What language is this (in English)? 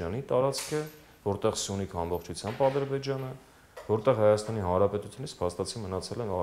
Armenian